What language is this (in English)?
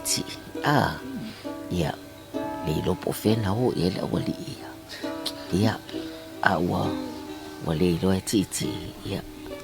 Samoan